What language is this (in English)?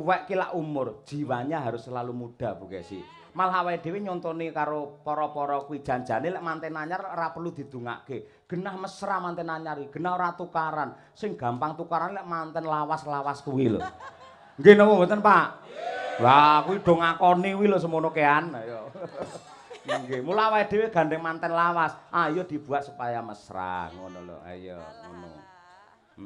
Javanese